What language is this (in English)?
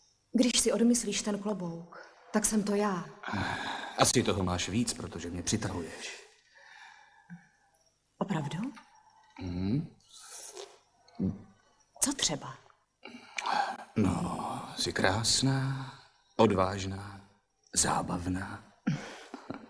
Czech